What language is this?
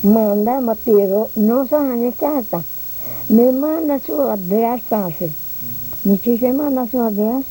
Papiamento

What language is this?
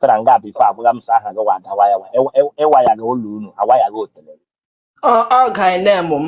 Igbo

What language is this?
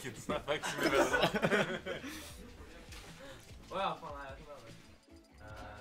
Norwegian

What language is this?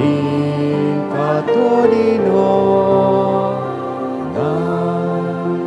Bikol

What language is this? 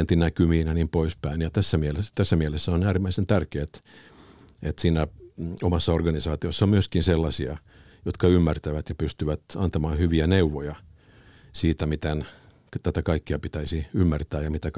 Finnish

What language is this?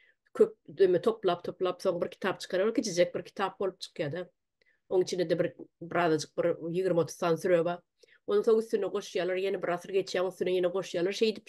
Turkmen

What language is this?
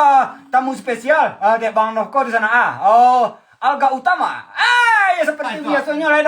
Minangkabau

